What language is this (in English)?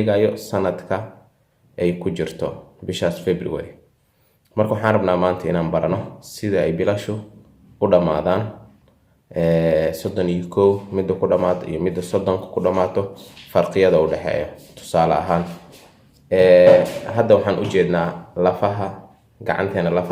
Somali